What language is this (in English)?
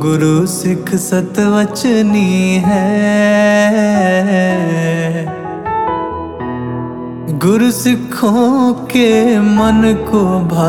Hindi